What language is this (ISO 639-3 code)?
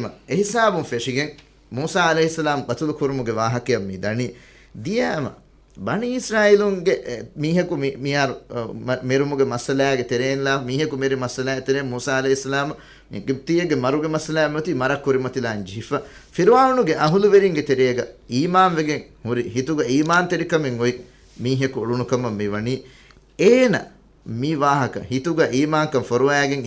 div